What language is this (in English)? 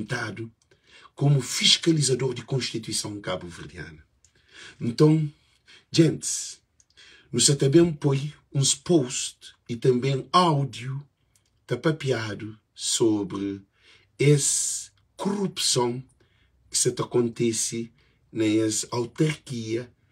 Kabuverdianu